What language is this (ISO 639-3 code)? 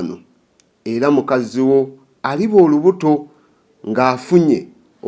lug